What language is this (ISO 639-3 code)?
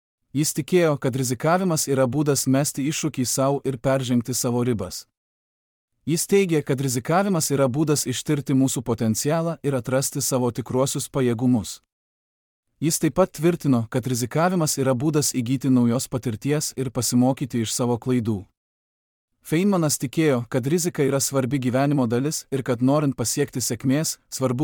lit